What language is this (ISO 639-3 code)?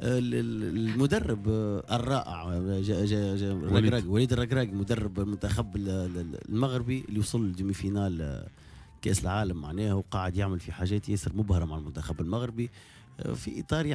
aeb